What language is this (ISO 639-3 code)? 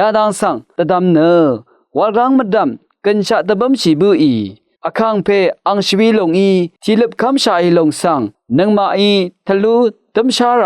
raw